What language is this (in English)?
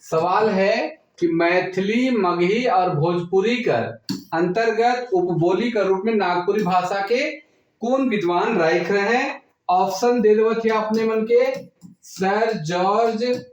Sadri